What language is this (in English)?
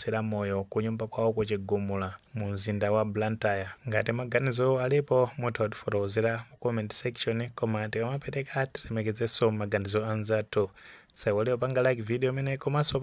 Nyanja